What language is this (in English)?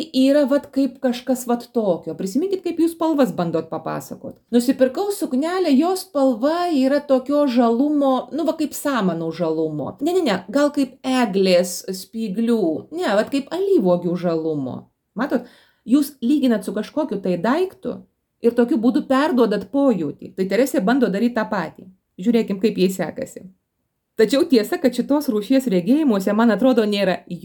Lithuanian